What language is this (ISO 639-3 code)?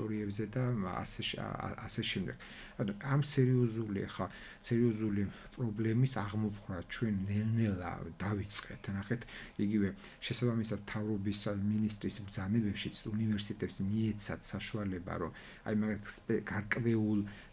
kat